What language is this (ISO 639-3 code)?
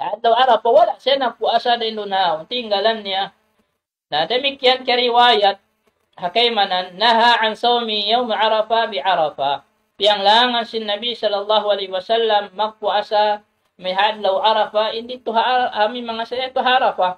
tsg